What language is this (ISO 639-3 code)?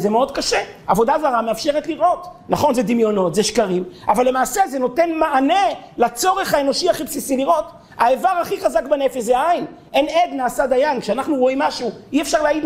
heb